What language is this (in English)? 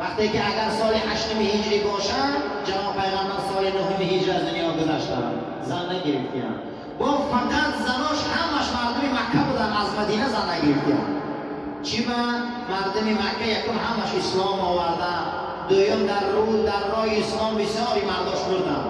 Tajik